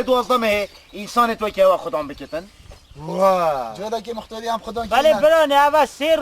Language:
Kurdish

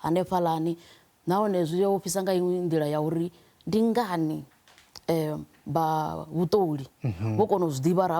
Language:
Venda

